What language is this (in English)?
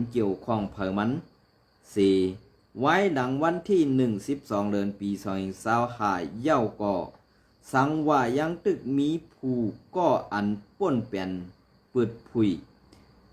Shan